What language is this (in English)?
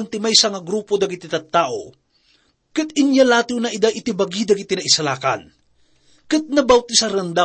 Iloko